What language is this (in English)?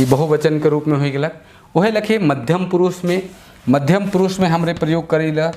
Sadri